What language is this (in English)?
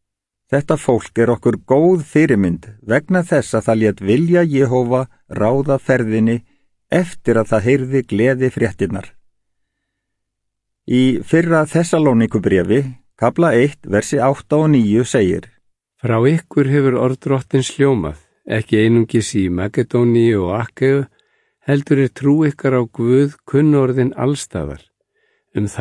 Icelandic